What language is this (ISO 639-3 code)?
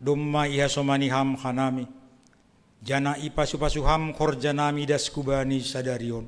bts